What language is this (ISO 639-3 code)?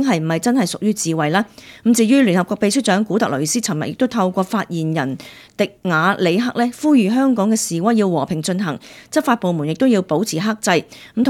yue